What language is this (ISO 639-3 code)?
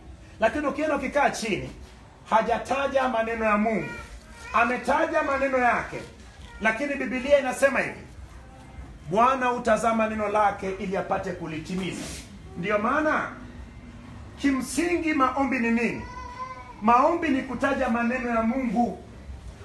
swa